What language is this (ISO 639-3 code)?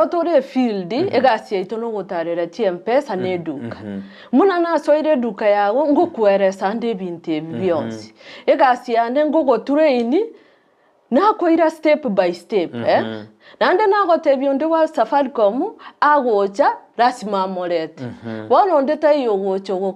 guz